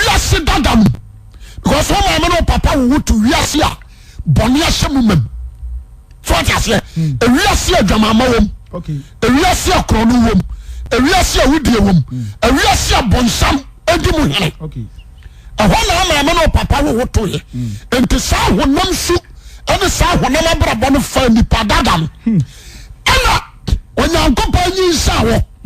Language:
Akan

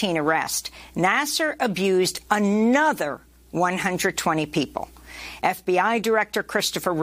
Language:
English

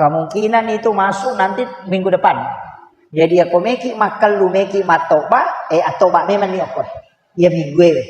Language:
Buginese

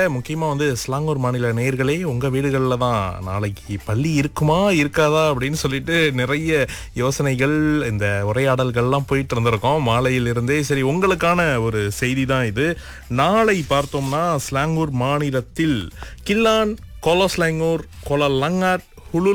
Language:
Tamil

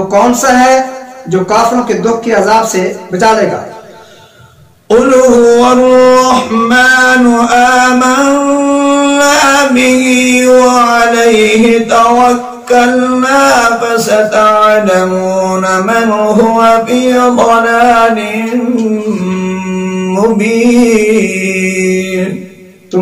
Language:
Urdu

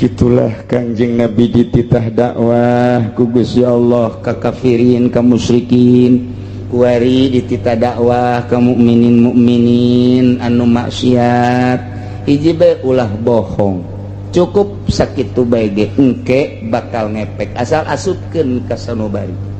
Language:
Sundanese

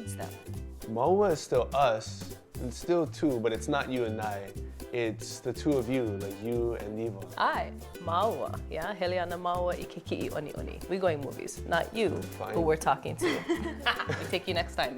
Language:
Hawaiian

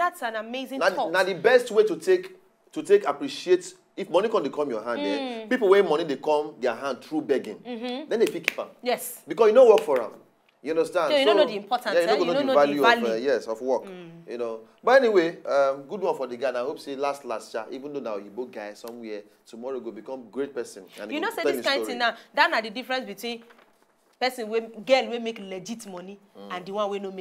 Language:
Nigerian Pidgin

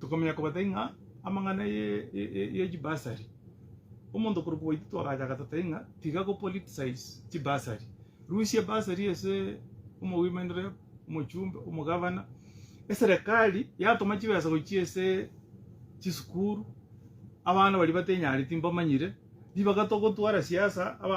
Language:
Gusii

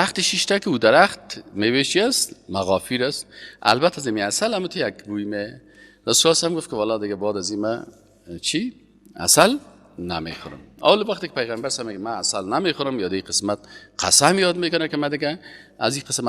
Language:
Persian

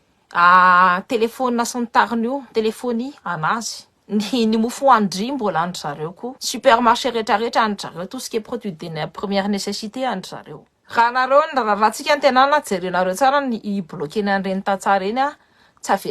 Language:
Malagasy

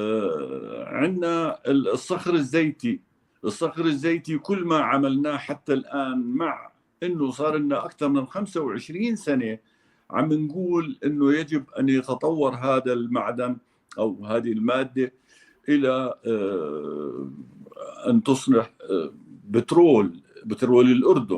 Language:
North Levantine Arabic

